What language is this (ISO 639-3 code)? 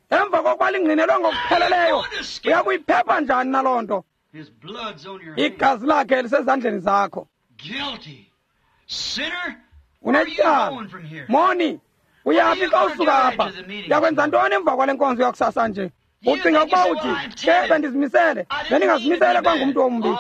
xho